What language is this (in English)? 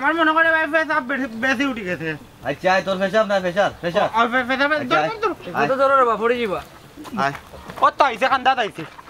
Sylheti